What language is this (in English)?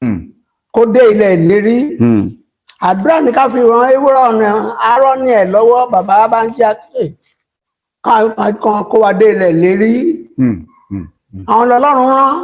Yoruba